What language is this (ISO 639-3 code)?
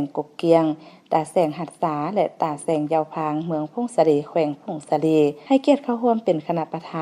lao